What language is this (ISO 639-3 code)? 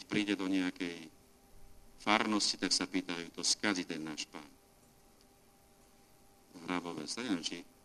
slk